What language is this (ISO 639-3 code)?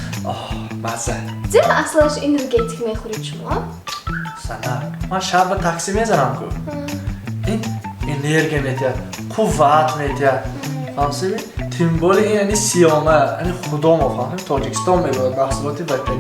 tgk